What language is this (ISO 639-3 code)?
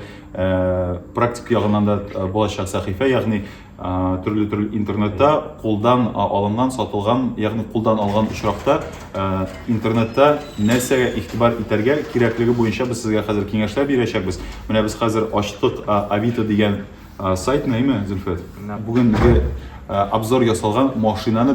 tat